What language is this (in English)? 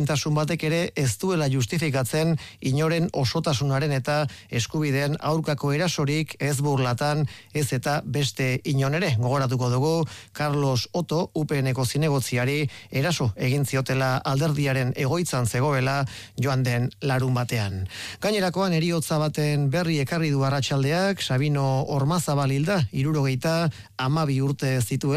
Basque